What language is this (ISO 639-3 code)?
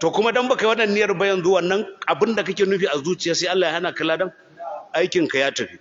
hau